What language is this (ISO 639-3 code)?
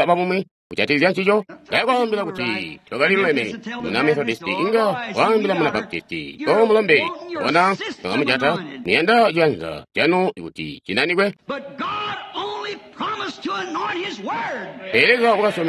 toi